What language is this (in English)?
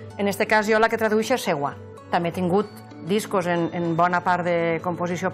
Catalan